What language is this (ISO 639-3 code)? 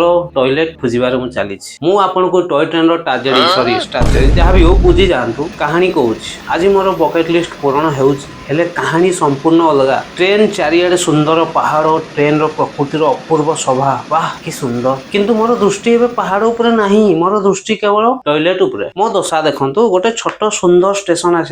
ori